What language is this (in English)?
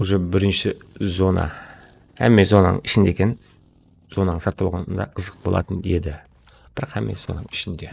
Kara-Kalpak